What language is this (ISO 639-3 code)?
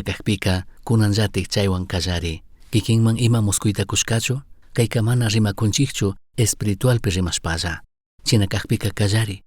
qug